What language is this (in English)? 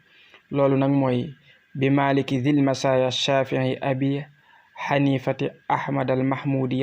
Wolof